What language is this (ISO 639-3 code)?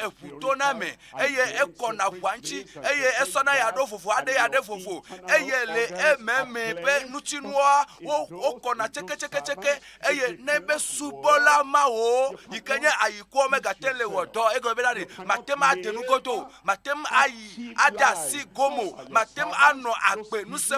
ewe